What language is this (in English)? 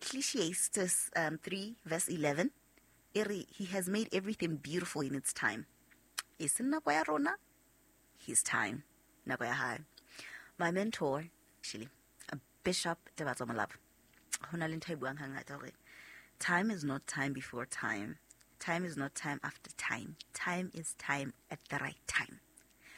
Southern Sotho